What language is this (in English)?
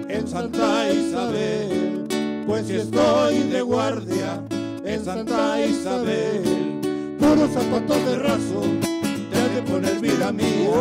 Spanish